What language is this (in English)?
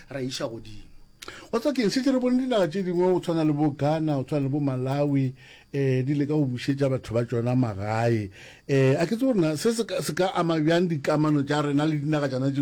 Northern Sotho